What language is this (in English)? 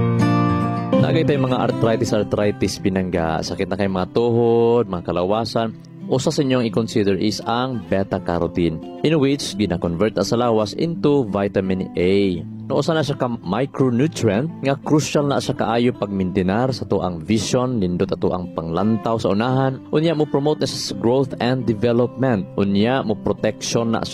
Cebuano